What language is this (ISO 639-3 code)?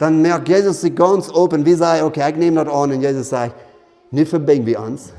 pdt